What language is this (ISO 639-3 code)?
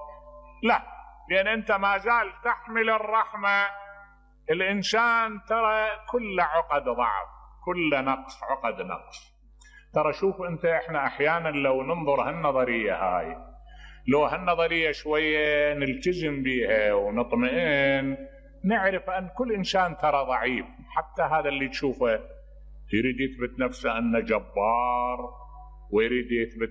acm